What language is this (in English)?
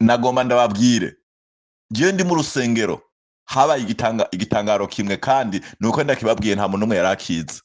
Rundi